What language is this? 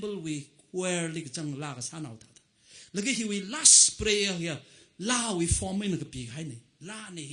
Tangkhul Naga (India)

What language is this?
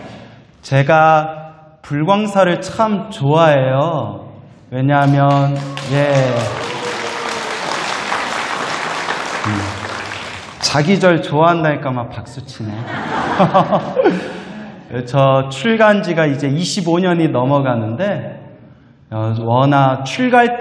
Korean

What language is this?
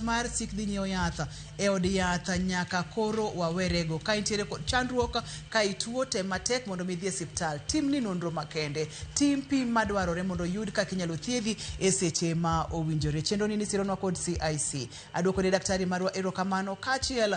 Luo (Kenya and Tanzania)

